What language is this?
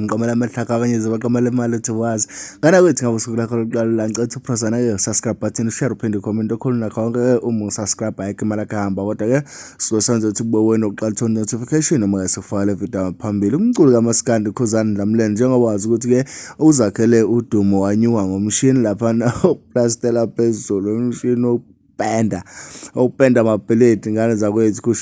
Zulu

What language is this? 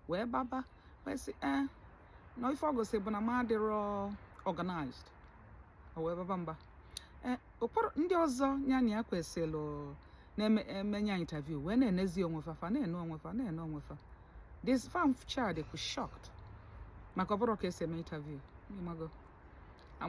Igbo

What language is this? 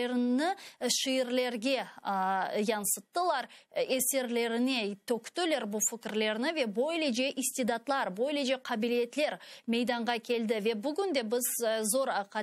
Crimean Tatar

